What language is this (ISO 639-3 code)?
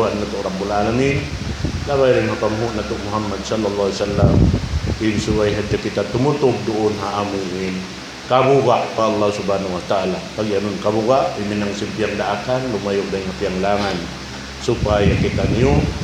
tsg